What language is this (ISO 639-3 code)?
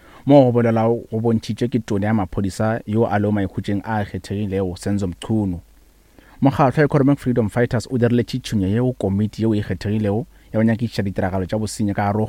nso